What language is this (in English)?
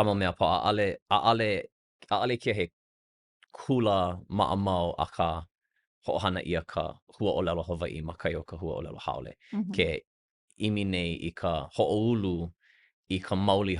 Hawaiian